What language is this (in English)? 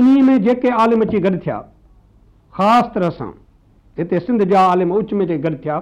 Sindhi